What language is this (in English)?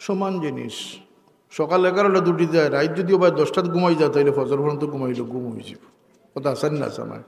Sylheti